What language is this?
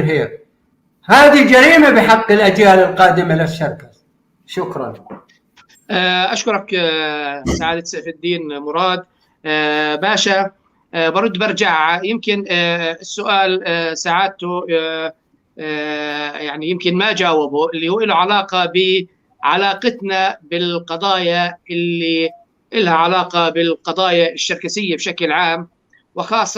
North Levantine Arabic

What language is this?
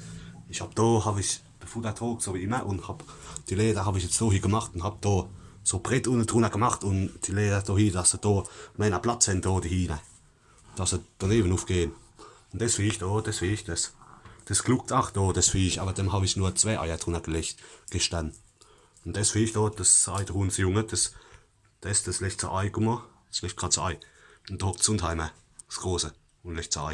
Palatine German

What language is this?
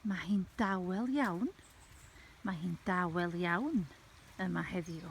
Welsh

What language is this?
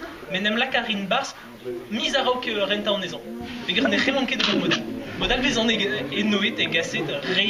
Breton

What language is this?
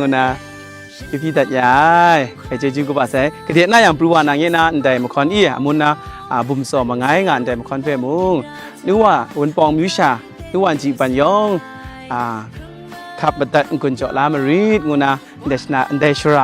Kachin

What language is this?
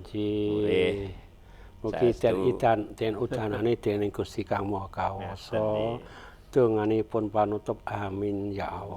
Javanese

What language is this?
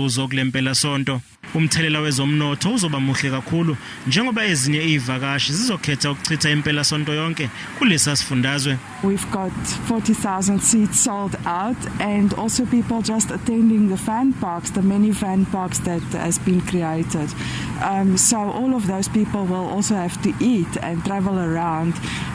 Zulu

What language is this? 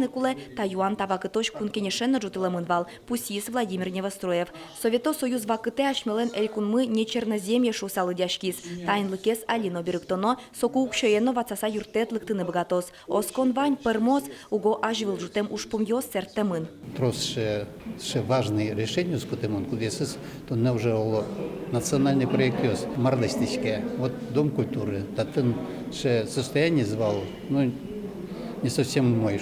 Udmurt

